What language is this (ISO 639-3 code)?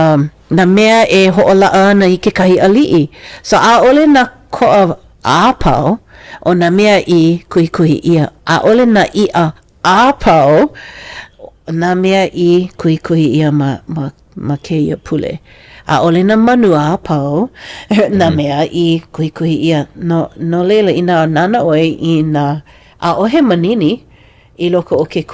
haw